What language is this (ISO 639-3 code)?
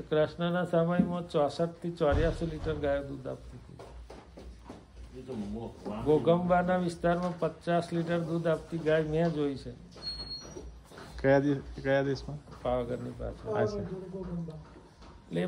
guj